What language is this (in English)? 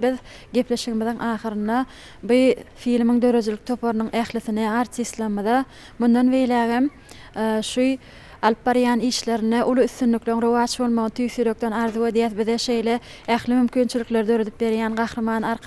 Turkmen